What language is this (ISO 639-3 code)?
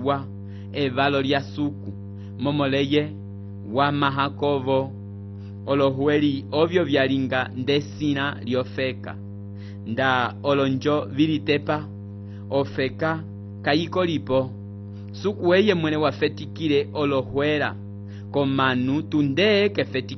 umb